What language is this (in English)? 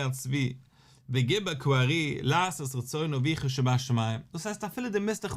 Yiddish